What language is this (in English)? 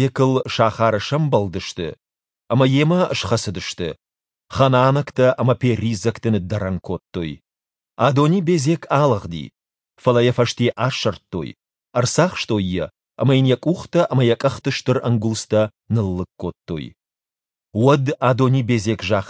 Ossetic